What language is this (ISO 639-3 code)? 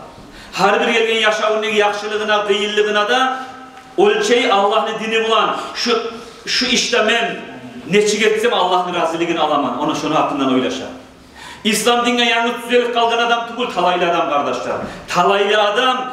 kum